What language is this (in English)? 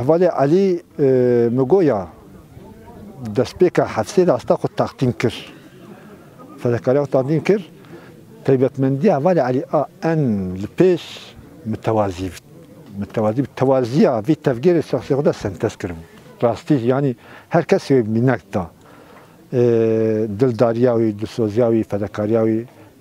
Kurdish